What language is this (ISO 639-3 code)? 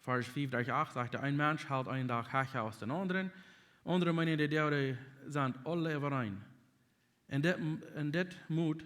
pdt